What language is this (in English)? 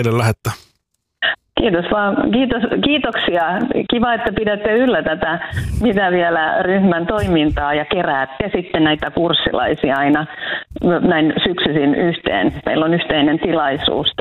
Finnish